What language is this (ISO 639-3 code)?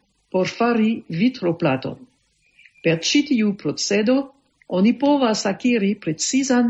epo